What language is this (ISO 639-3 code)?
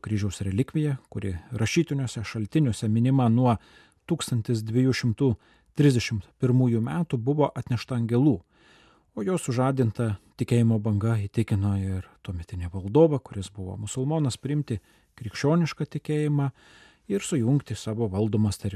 lit